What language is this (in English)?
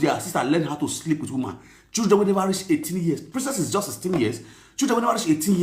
Nigerian Pidgin